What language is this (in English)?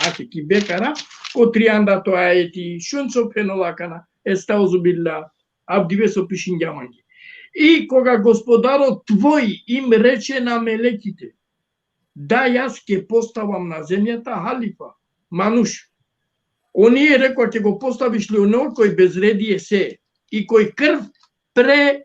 Balkan Romani